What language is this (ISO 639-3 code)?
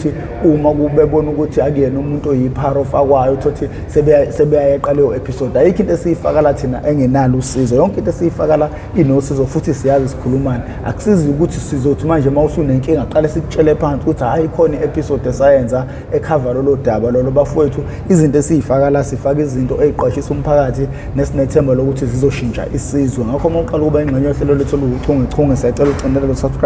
zul